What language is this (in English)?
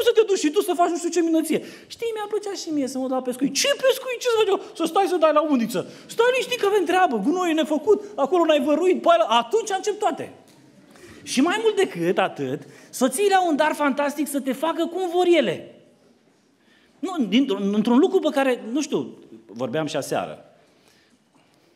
Romanian